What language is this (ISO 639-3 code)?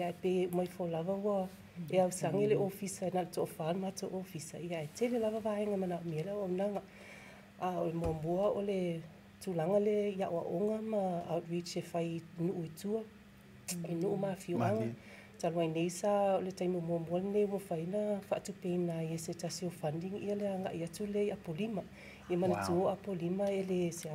smo